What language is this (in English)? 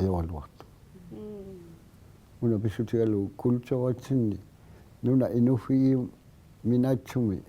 Kalaallisut